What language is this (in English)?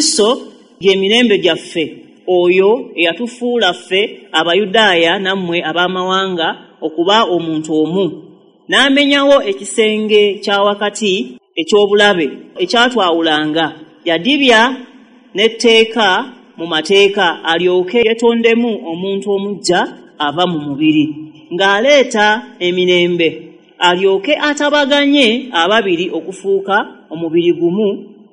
Ganda